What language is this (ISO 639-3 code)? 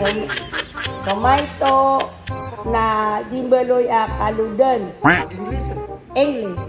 mrw